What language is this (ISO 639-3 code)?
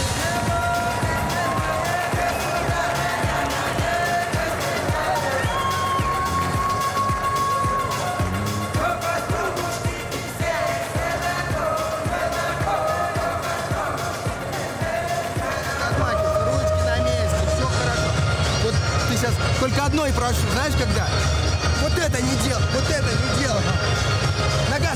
rus